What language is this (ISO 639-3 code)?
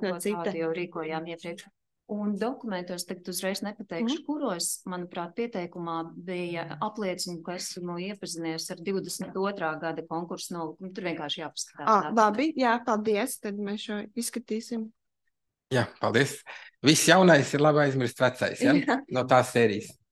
lav